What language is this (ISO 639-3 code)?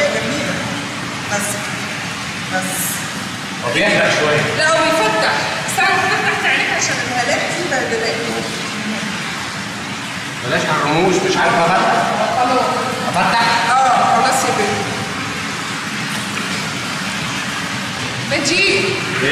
arz